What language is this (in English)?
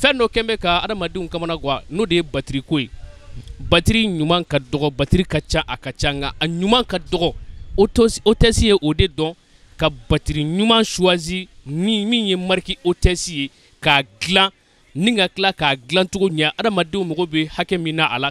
Bambara